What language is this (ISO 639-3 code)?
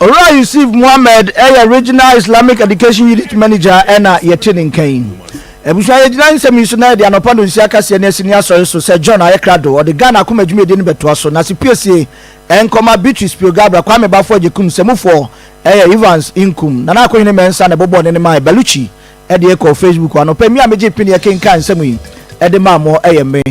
aka